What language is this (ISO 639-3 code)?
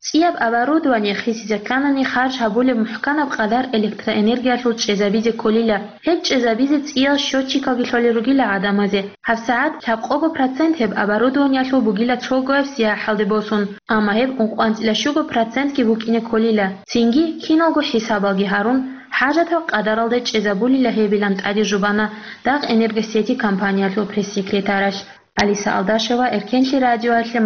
ava